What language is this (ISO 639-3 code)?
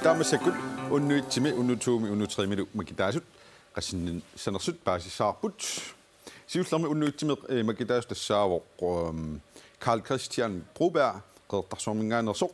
kal